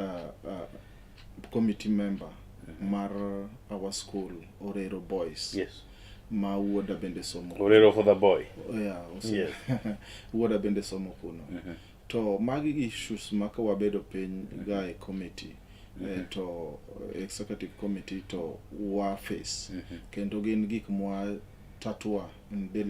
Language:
Luo (Kenya and Tanzania)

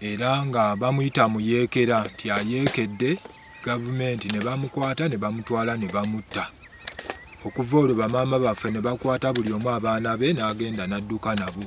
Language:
Ganda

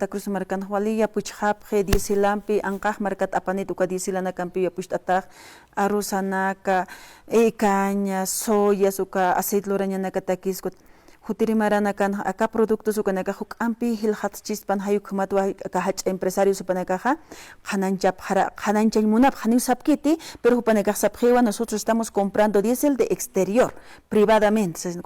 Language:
Aymara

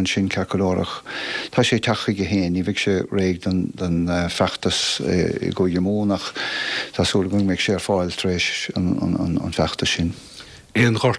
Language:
Irish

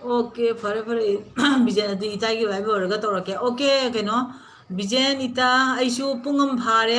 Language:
Manipuri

